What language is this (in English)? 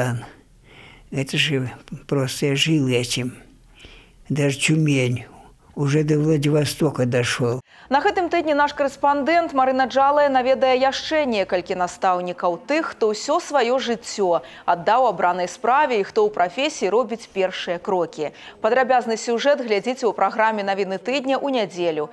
Belarusian